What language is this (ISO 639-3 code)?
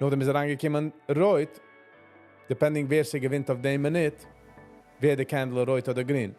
yid